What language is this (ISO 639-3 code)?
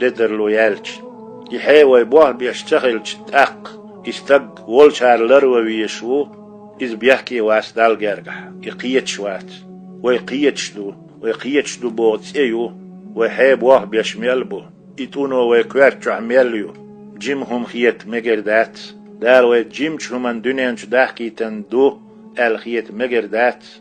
che